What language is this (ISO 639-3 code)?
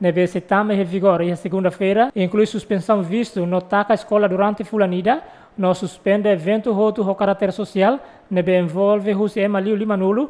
tet